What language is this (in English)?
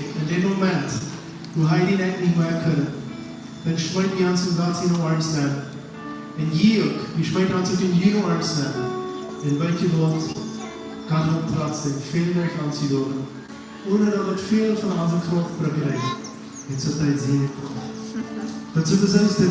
Plautdietsch